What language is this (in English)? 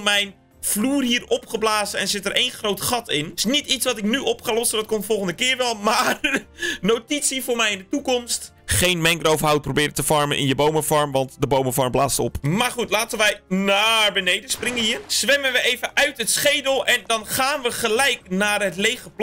Dutch